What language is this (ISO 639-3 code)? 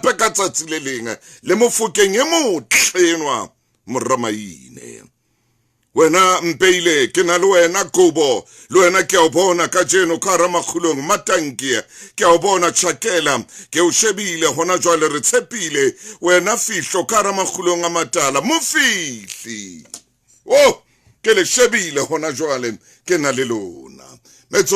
sot